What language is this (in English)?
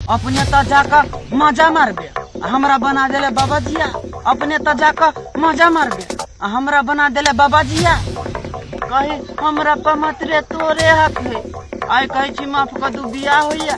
Maithili